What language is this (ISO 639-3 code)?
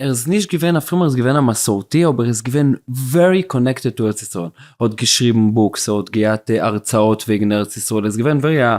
yid